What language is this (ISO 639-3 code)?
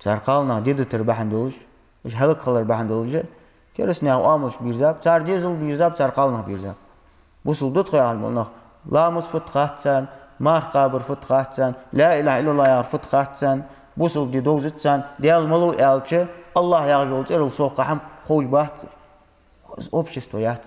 inh